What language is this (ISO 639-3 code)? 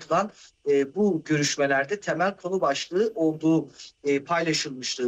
tur